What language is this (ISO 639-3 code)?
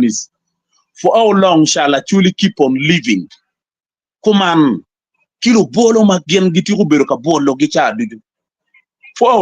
ach